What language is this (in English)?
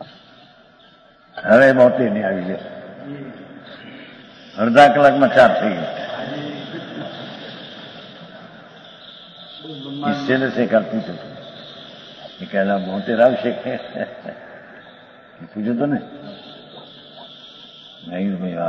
Gujarati